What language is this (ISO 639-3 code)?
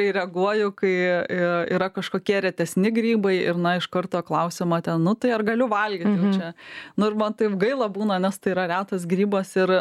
lit